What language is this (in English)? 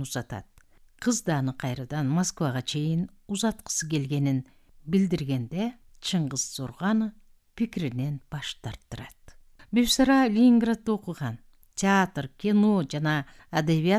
Kyrgyz